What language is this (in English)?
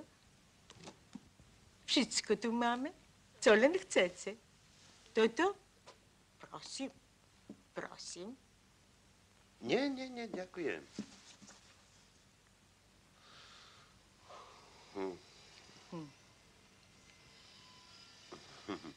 Slovak